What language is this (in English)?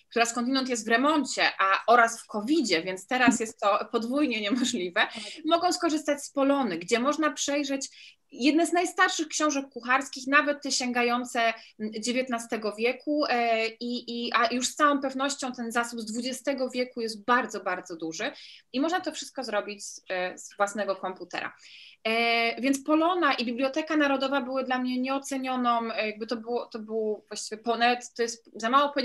Polish